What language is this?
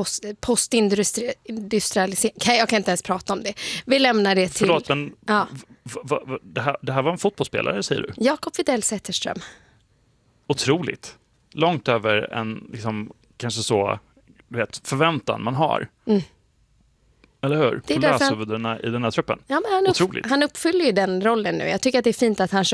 Swedish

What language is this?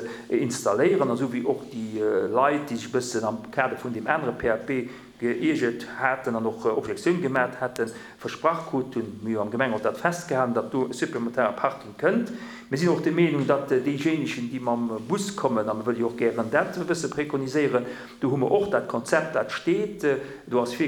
Luxembourgish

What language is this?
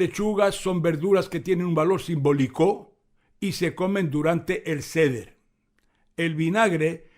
Ladino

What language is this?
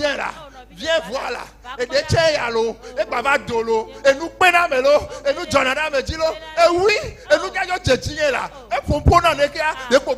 Ewe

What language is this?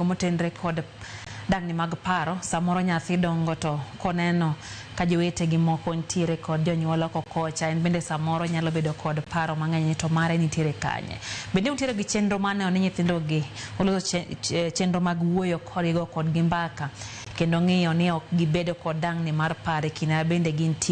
Luo (Kenya and Tanzania)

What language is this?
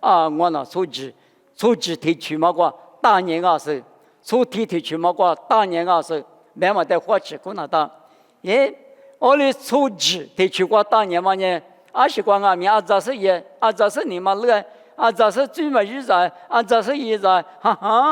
Lisu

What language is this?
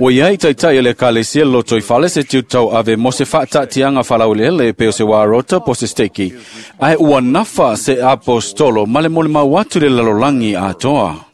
Samoan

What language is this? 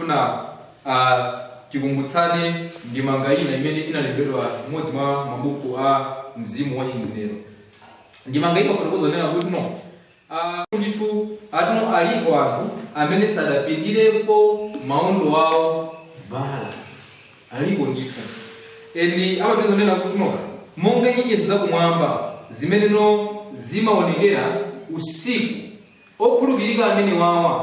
Nyanja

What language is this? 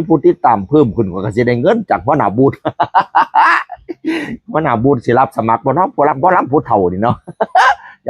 Northeastern Thai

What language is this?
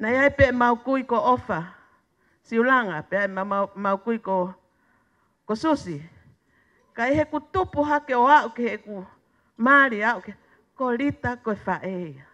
Tongan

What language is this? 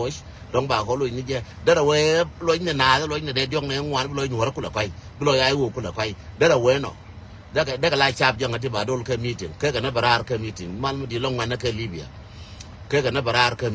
Nuer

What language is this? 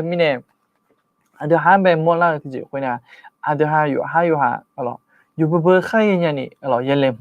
Akha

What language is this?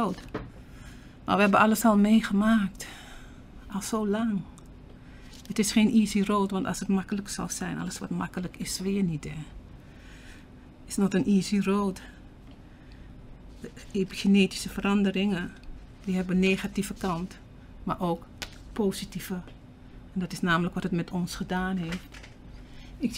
Dutch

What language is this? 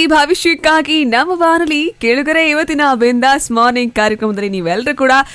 Kannada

